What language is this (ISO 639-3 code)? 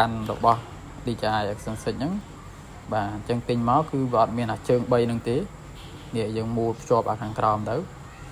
khm